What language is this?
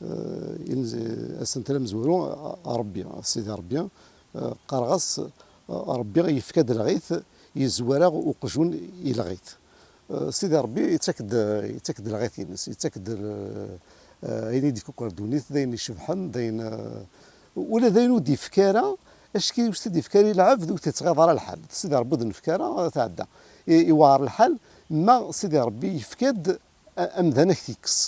Kabyle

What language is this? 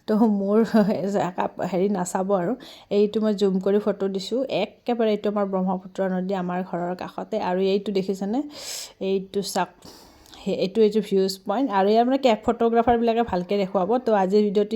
Assamese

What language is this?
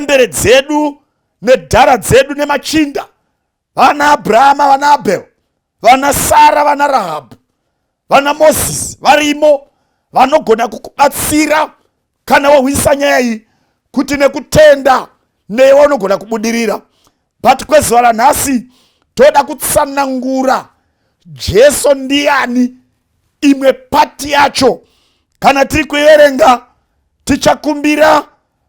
Shona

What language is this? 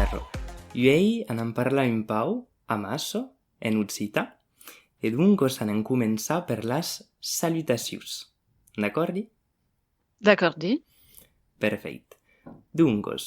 Occitan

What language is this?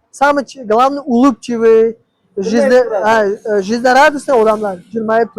Uzbek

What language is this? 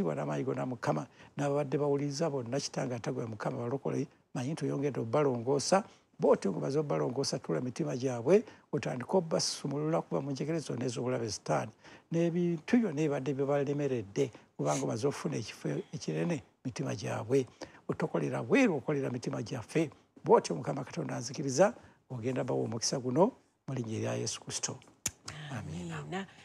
Ganda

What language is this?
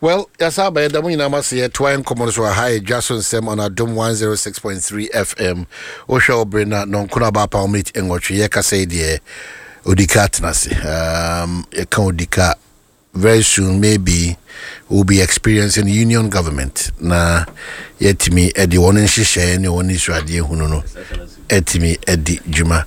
Akan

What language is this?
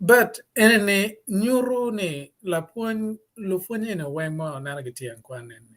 Acoli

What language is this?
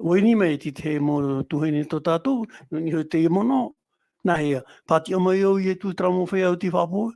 Tahitian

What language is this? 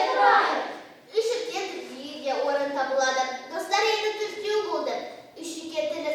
Kazakh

